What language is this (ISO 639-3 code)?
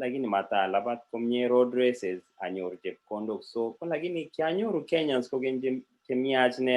kln